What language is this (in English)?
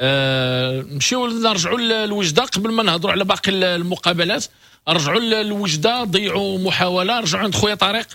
Moroccan Arabic